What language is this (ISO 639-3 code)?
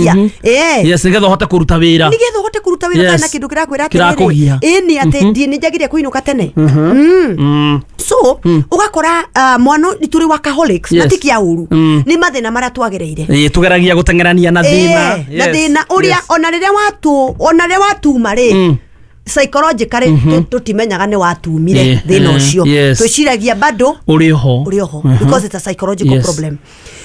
kik